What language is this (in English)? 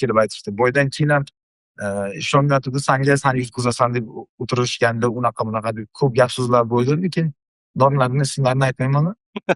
Uzbek